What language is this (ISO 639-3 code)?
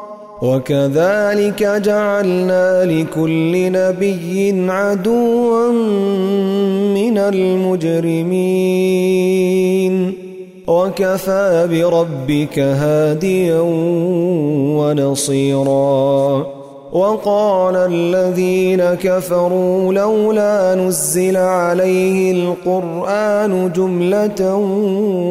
ara